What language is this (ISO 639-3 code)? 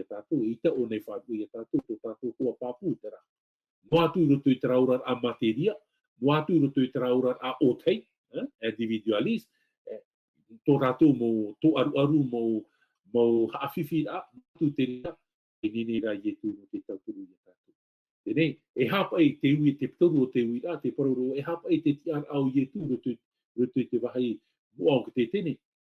tah